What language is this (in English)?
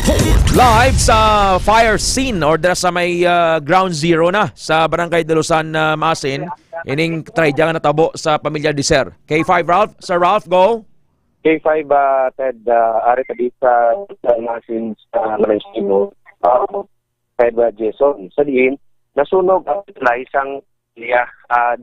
Hiligaynon